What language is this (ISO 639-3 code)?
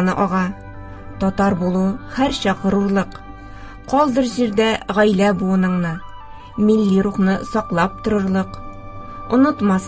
tat